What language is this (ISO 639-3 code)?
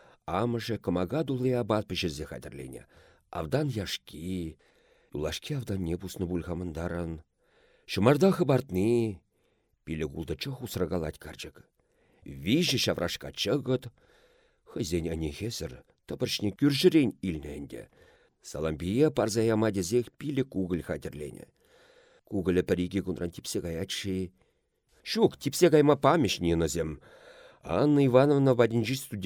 chv